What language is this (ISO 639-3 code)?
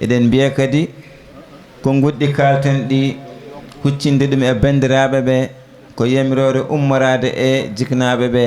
ful